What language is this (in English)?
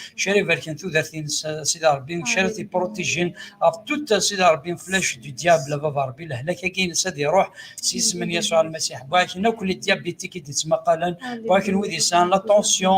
Kabyle